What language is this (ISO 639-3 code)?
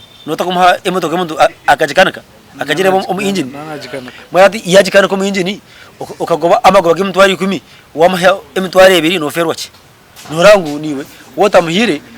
nyn